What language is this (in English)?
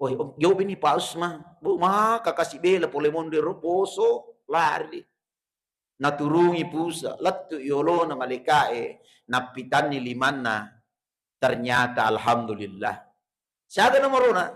Buginese